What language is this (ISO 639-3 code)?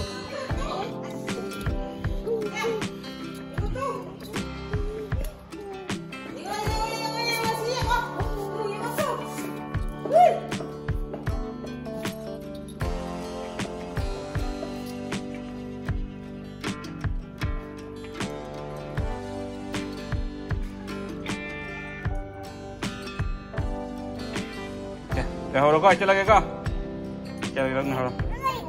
msa